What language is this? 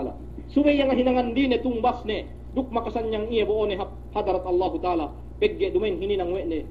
Yakan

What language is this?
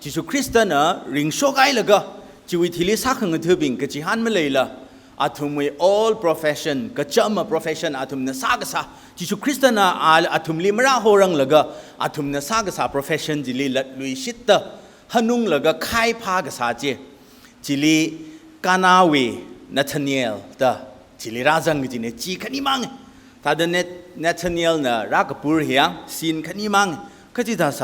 Tangkhul Naga (India)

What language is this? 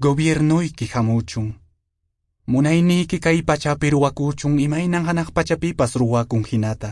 Quechua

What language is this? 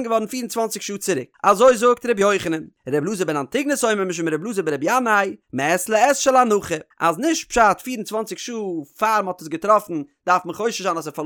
Yiddish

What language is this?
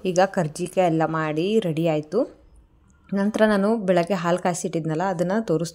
Kannada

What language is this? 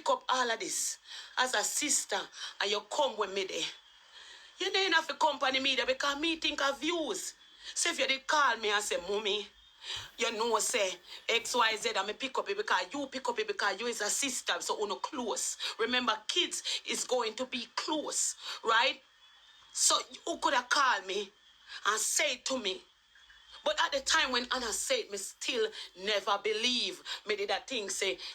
Jamaican Creole English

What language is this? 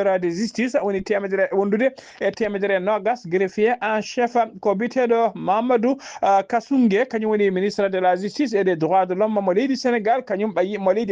Fula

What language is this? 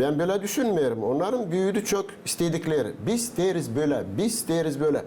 Gagauz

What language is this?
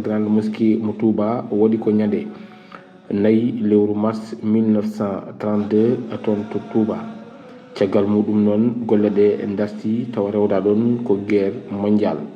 Fula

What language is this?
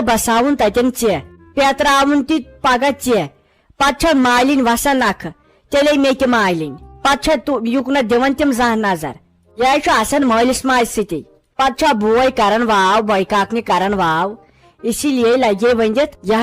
Kashmiri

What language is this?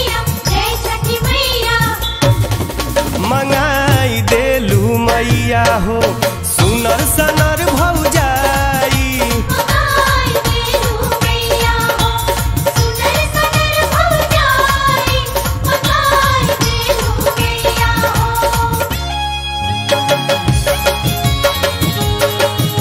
Bhojpuri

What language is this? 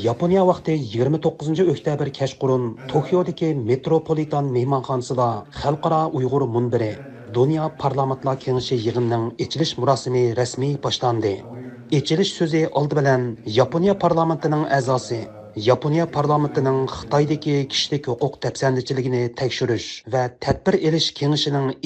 Uyghur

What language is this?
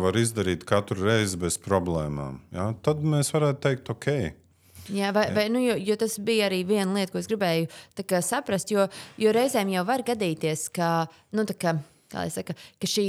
Latvian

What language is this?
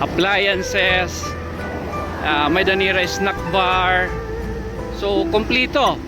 Waray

